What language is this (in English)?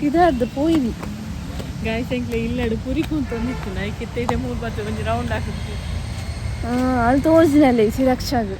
Tulu